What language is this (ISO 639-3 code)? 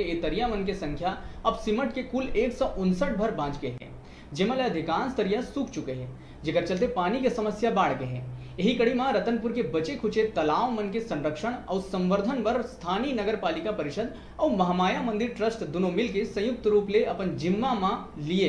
hne